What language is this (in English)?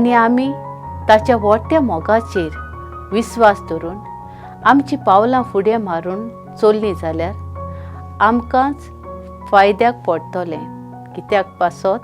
Konkani